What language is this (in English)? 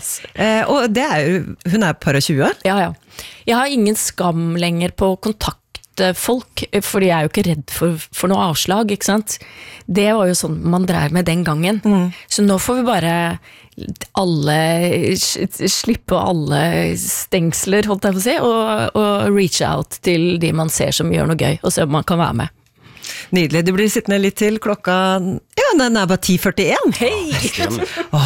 Norwegian